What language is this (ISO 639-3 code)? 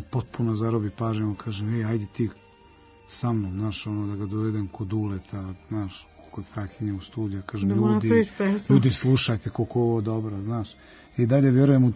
srp